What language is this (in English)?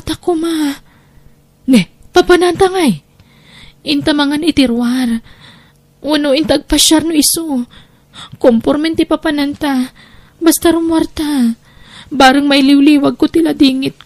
Iloko